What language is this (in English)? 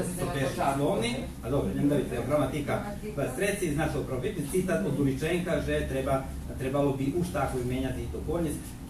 Rusyn